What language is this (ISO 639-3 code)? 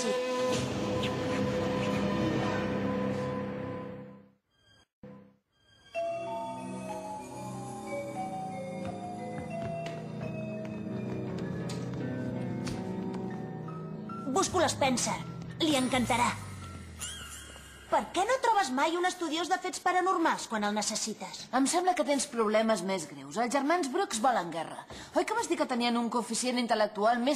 cat